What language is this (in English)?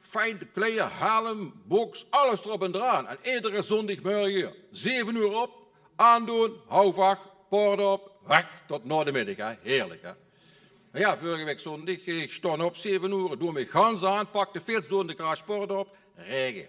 Limburgish